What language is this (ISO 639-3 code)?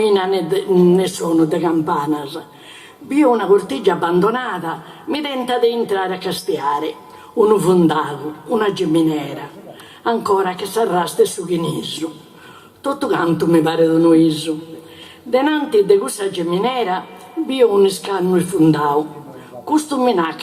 srd